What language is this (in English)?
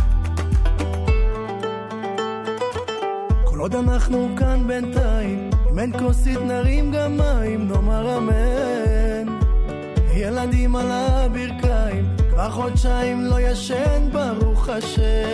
Hebrew